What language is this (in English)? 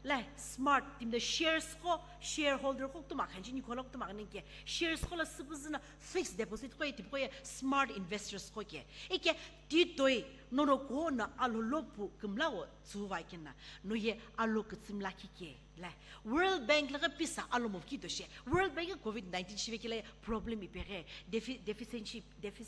Sumi Naga